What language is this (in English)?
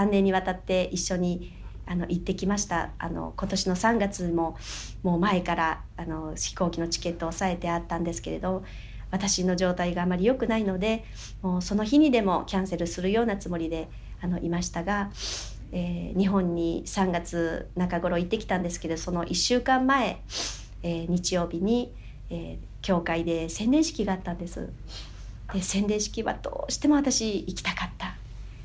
Japanese